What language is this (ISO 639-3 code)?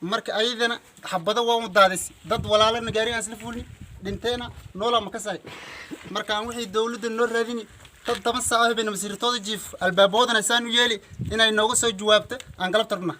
som